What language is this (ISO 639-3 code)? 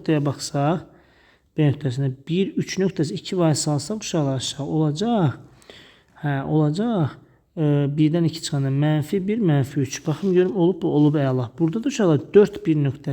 aze